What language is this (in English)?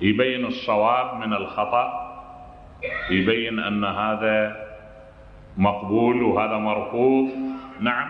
Mesopotamian Arabic